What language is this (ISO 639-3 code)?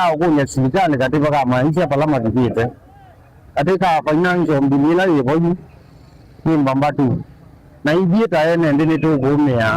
kam